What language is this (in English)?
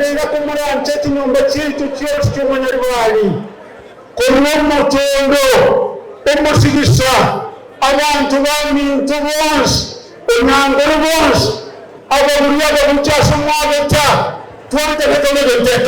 Gusii